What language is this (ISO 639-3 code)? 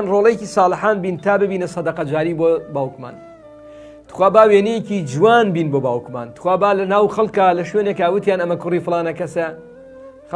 ckb